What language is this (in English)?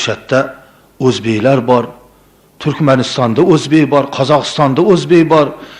Uzbek